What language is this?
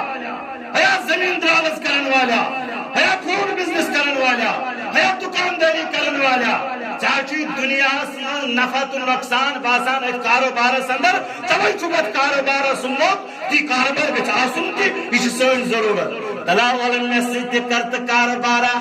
Kashmiri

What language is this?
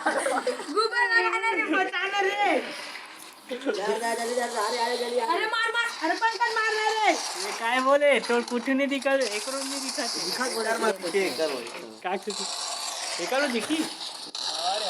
Chhattisgarhi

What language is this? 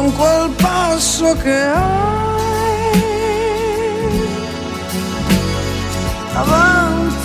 German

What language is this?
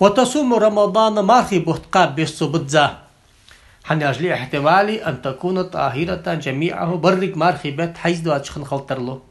Ingush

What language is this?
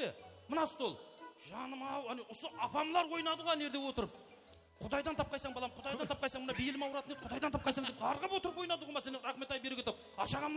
Kara-Kalpak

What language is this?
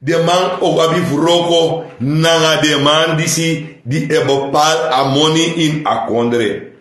Sranan Tongo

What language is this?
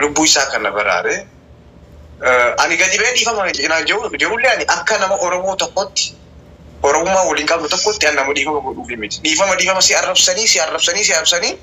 Oromo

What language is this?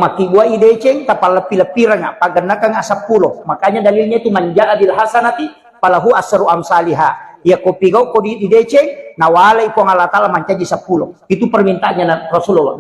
Buginese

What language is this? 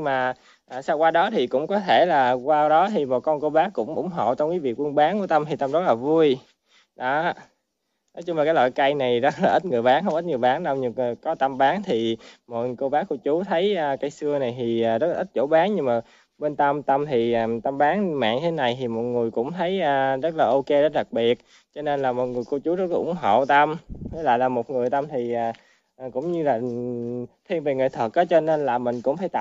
Vietnamese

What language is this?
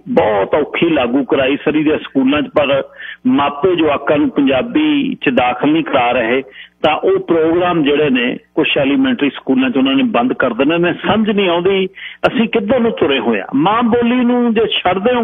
Punjabi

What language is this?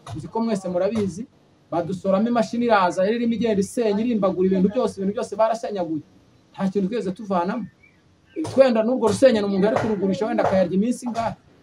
Kinyarwanda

